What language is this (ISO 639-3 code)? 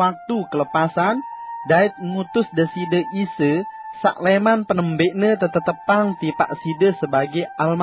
sas